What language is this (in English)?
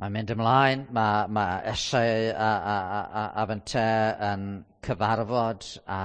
Welsh